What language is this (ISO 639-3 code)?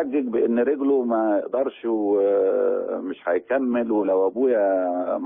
arz